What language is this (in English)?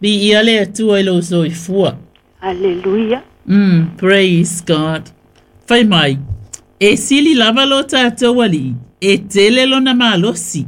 Samoan